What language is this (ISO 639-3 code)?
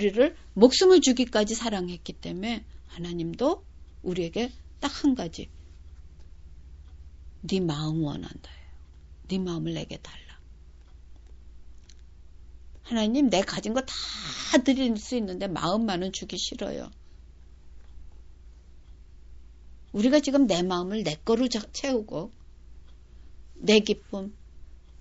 kor